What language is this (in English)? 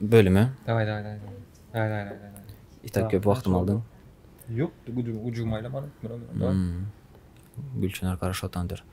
Turkmen